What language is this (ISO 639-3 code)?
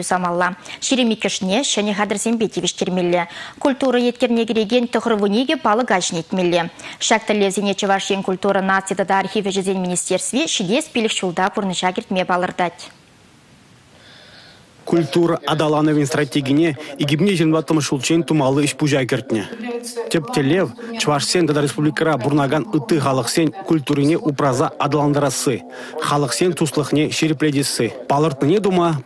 chv